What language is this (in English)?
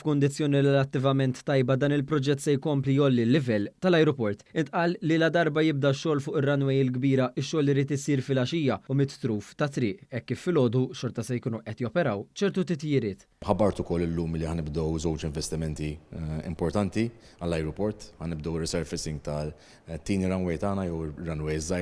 Maltese